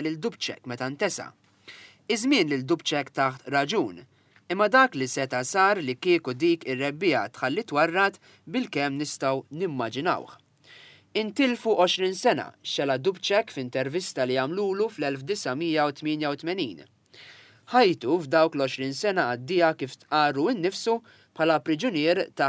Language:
Maltese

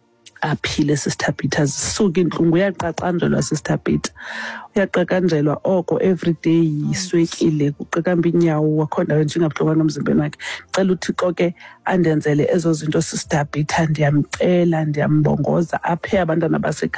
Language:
Xhosa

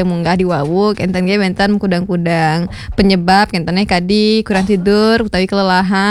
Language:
Balinese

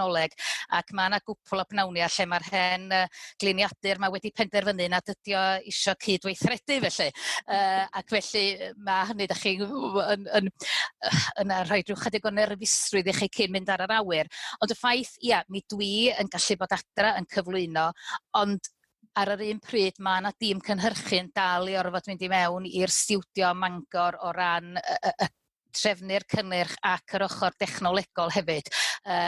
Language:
Welsh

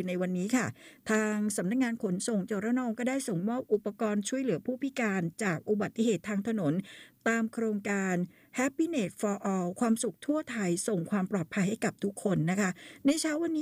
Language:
Thai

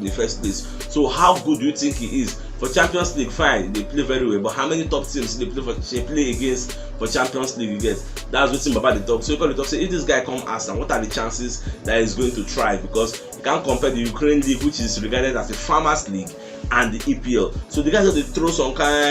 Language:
Nigerian Pidgin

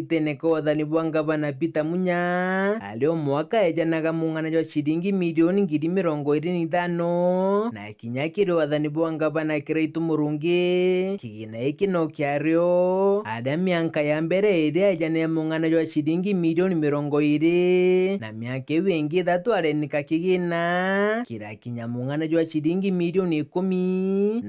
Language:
Meru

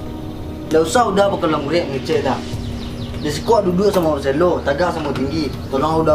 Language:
Minangkabau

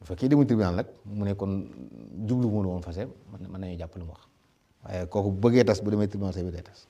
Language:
Wolof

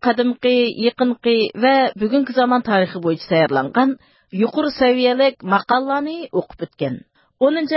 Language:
Uyghur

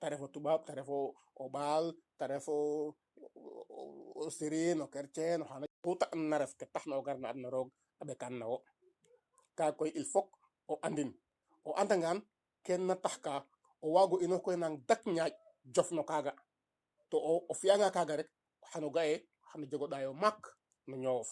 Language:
Serer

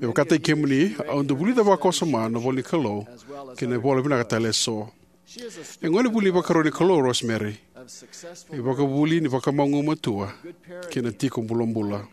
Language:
Fijian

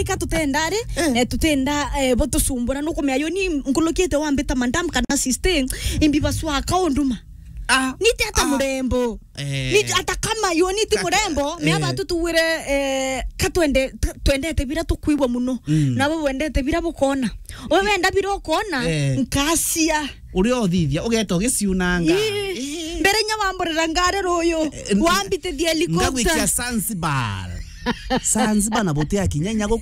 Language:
Meru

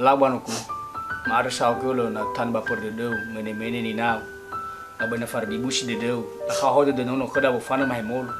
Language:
Nias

